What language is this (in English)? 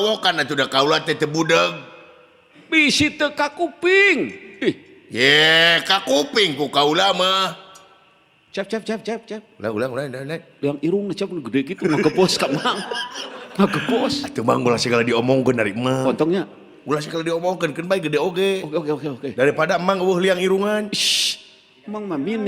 Sundanese